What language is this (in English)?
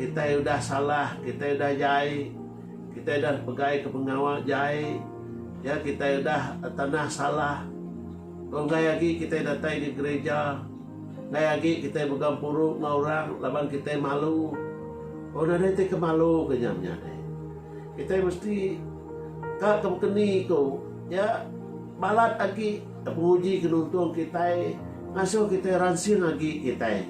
Iban